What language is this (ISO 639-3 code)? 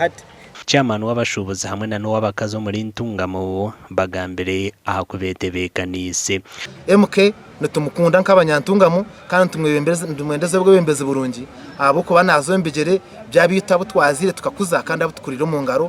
nyn